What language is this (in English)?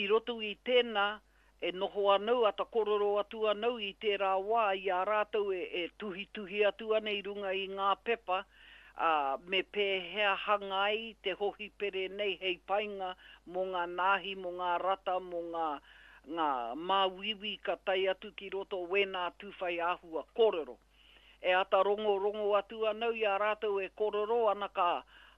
Māori